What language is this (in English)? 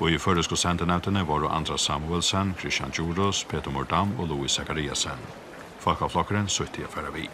Faroese